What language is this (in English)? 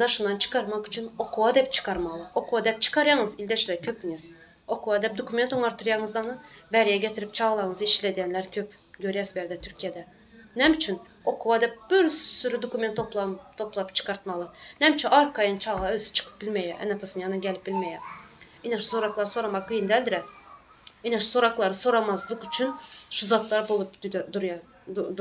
Turkmen